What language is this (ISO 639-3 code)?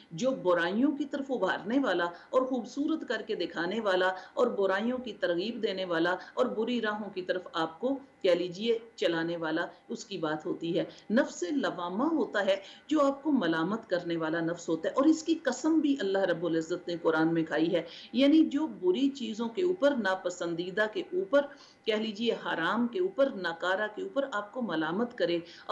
urd